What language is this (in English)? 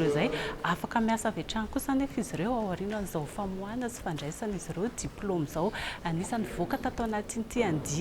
Malagasy